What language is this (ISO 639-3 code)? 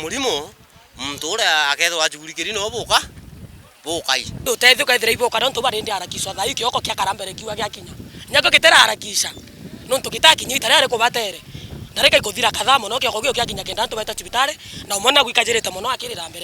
mer